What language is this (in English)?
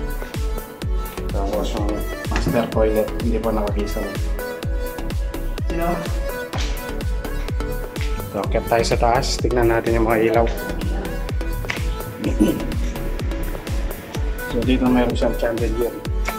Filipino